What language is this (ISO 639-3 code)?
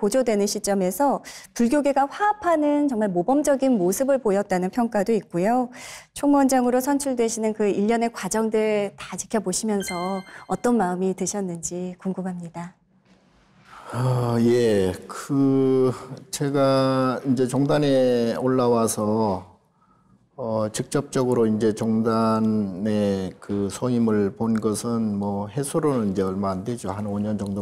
kor